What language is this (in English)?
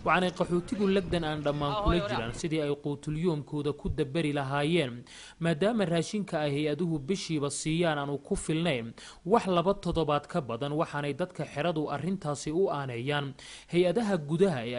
Somali